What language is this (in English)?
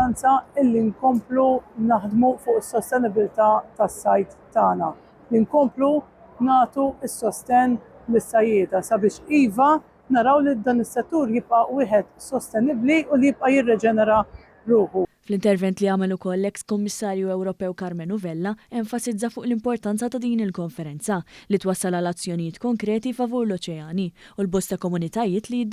Maltese